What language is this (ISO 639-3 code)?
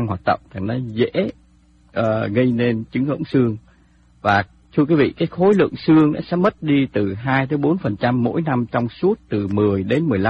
vie